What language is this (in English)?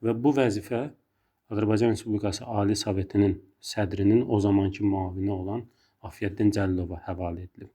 Azerbaijani